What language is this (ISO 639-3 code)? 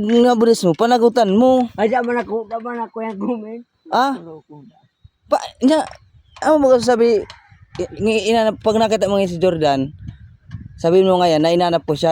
bik